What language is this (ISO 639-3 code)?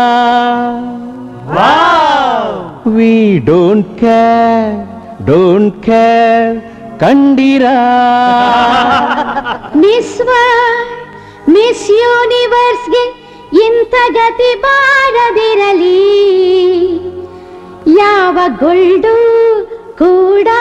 kan